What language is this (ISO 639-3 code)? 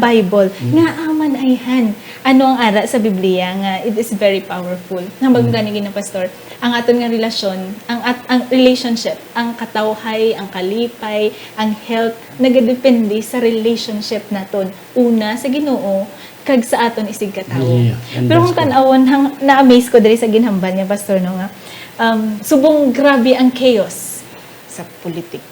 hil